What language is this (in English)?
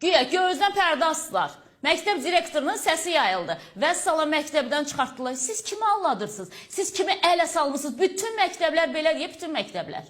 Azerbaijani